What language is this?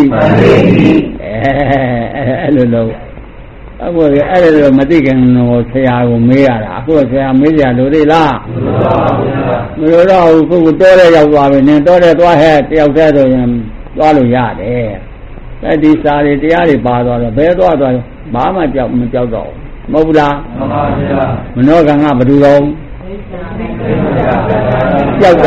Burmese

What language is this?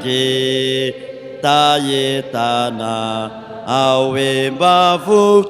Malagasy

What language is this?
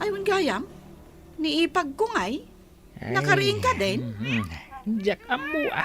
Iloko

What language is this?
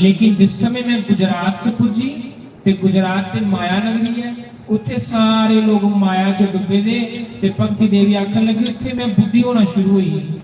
Dogri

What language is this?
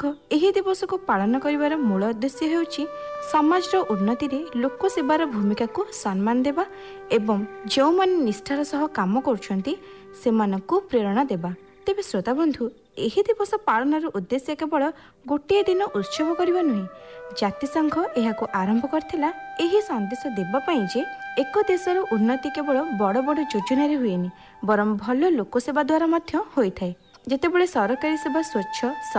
Odia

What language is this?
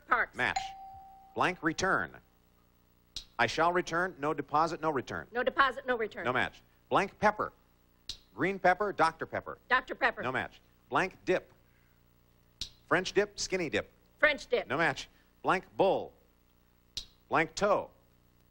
English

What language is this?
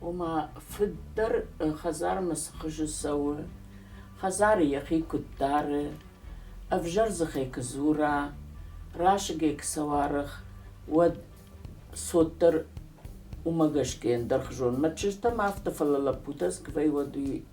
Ossetic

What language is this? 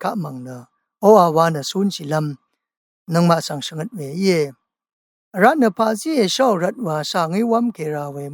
Rawang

